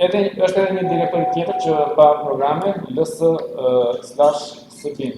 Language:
Albanian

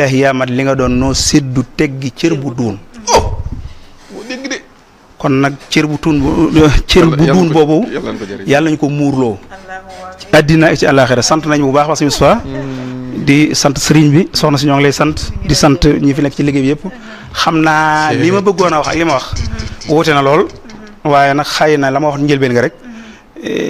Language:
Wolof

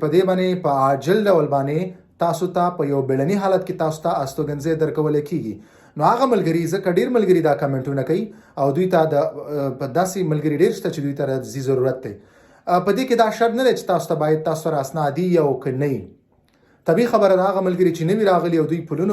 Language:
Pashto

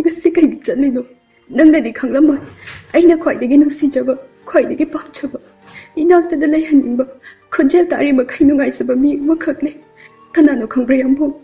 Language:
Manipuri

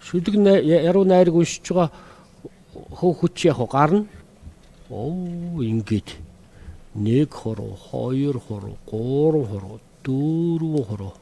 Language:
Mongolian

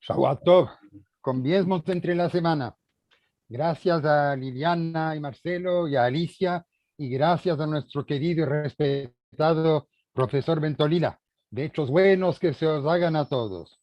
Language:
Ladino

